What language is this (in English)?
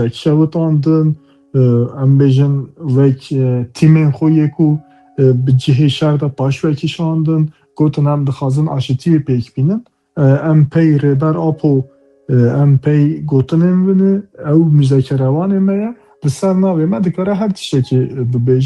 Kurdish